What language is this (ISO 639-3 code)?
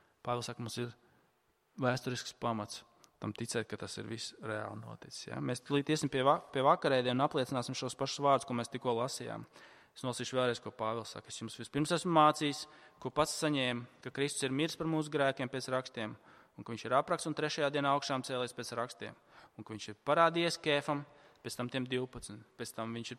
lav